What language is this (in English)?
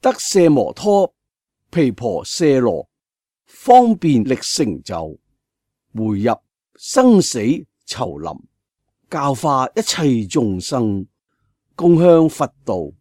Cantonese